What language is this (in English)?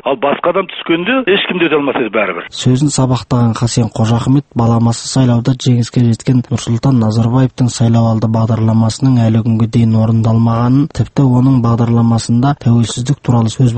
Kazakh